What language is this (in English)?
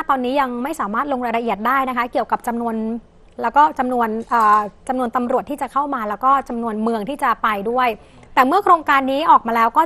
Thai